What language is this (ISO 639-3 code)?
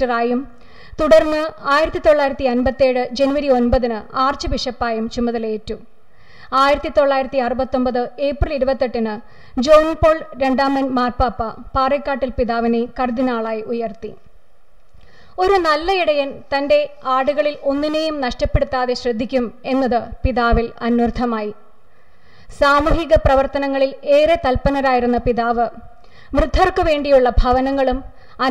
mal